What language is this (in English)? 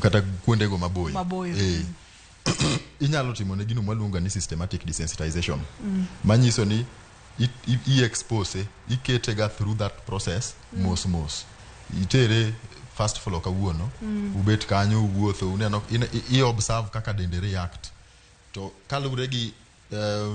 Luo (Kenya and Tanzania)